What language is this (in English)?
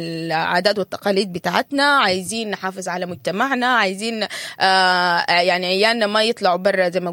Sudanese Arabic